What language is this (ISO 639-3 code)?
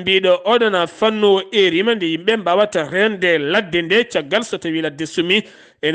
ful